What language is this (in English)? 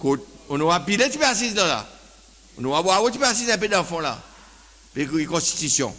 Seselwa Creole French